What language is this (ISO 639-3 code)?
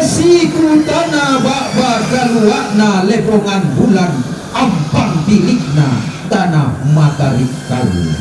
sda